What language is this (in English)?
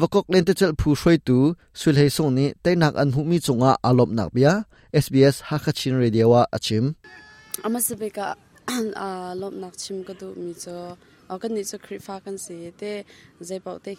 Hakha Chin